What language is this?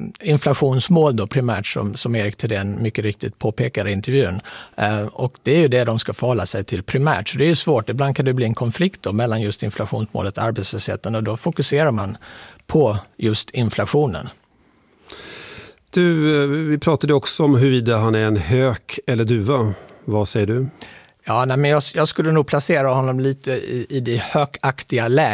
Swedish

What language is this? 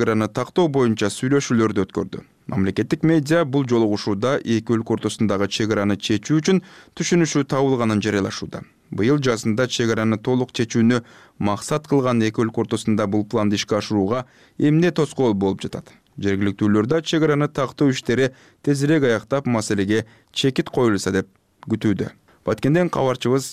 Kyrgyz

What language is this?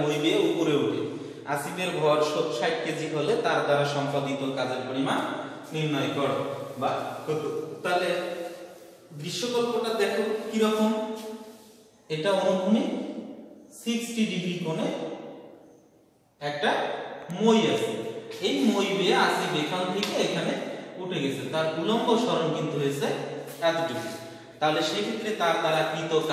Bangla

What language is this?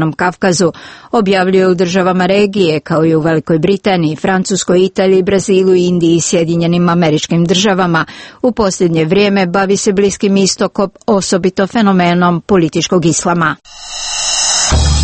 Croatian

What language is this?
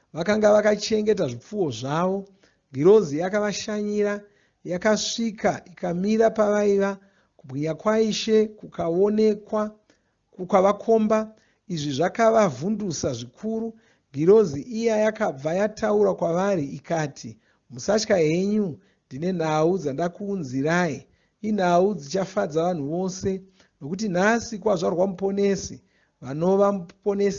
Shona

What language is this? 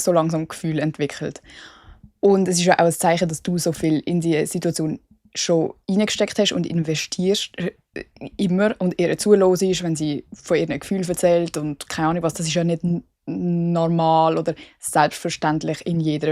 Swiss German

